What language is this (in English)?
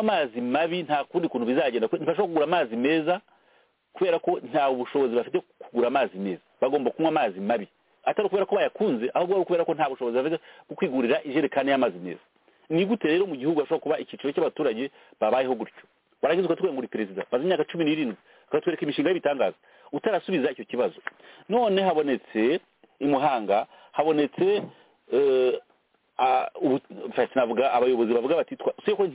Kinyarwanda